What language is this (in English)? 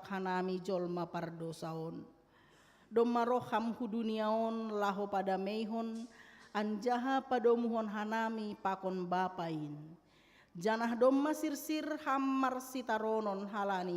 Batak Simalungun